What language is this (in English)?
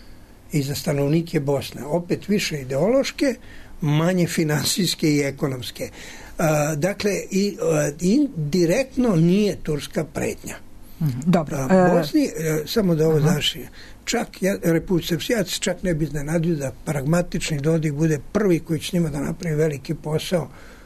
Serbian